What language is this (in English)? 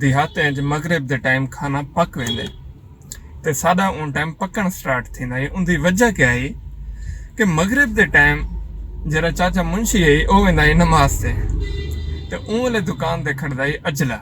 Saraiki